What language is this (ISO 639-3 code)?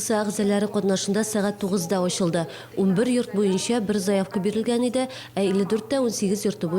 tat